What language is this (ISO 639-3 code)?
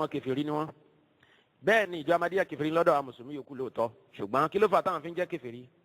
yor